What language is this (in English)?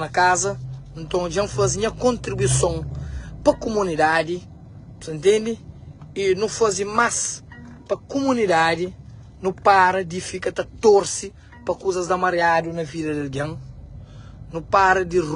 Kabuverdianu